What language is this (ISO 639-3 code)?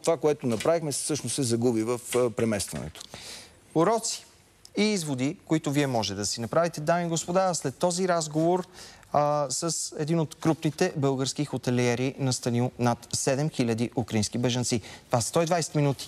bul